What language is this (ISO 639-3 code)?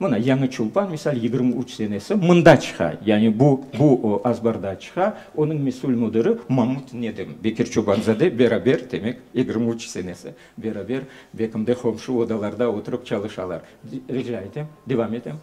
crh